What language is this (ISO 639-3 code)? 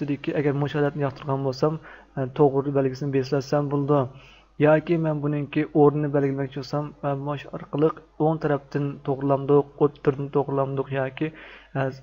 uig